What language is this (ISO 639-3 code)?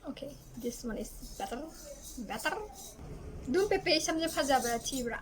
mni